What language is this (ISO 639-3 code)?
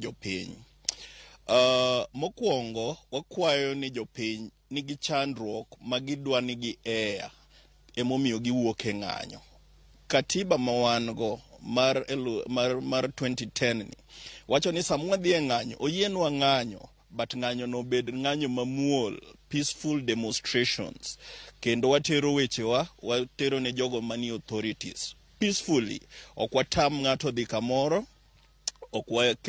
luo